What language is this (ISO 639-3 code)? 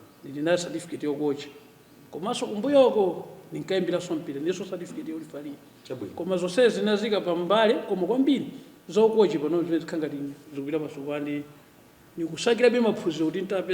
nya